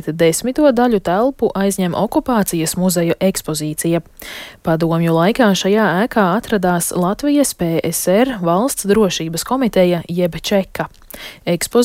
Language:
Latvian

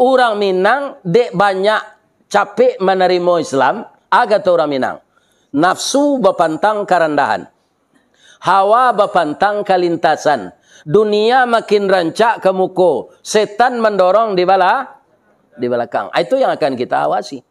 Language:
Minangkabau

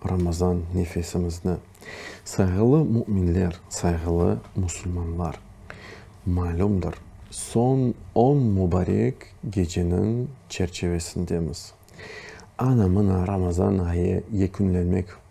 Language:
Crimean Tatar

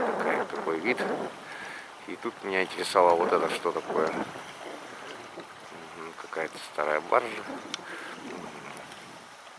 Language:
Russian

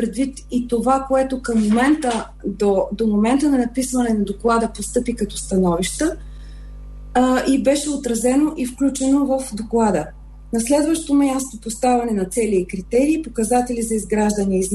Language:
Bulgarian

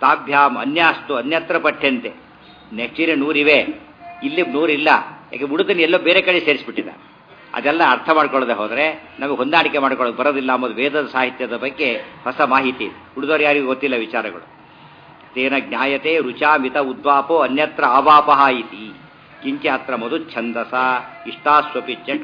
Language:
Kannada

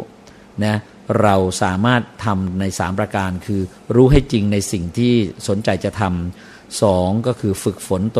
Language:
Thai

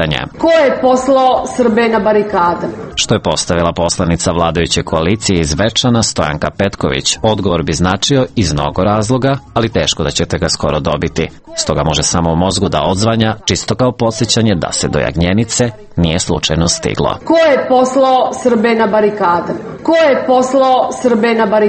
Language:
Serbian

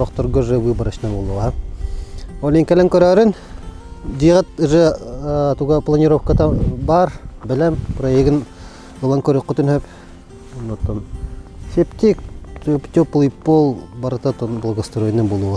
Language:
Yakut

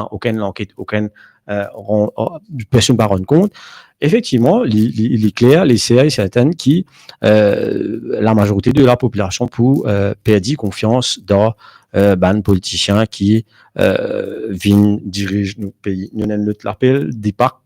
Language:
Morisyen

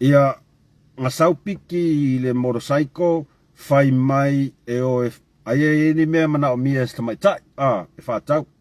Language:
Samoan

